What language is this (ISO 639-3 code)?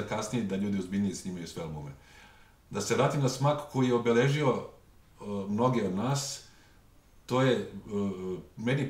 srp